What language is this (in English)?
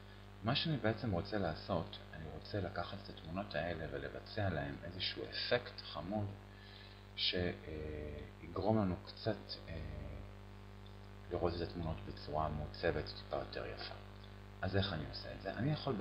Hebrew